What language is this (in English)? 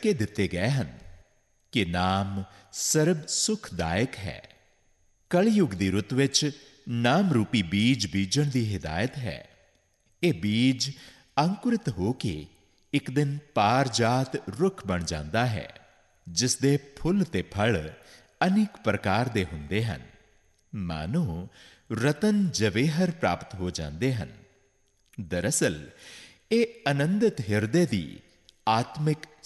Punjabi